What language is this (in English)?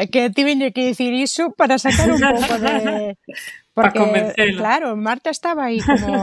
Galician